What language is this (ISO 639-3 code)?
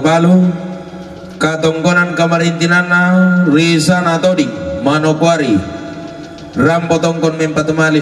sda